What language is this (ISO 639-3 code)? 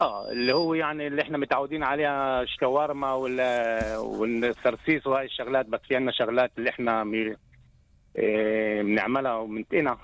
apc